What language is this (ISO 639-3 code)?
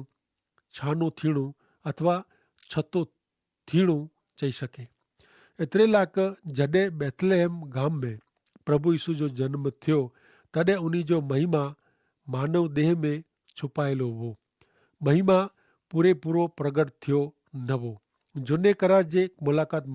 kfr